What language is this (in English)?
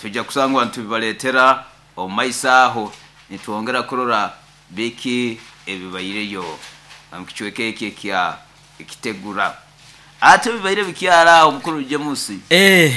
Nyoro